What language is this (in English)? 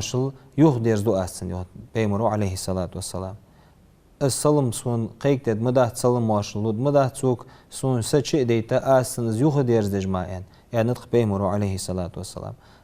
Ingush